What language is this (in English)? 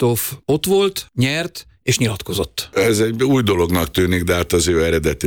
Hungarian